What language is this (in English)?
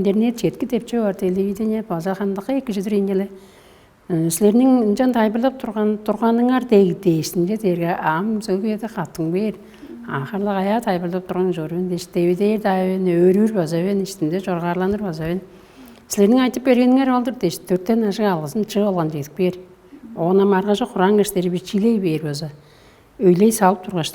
Tuvinian